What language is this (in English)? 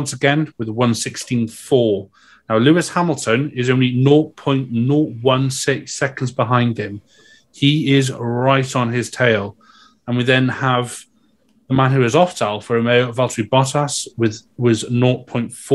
English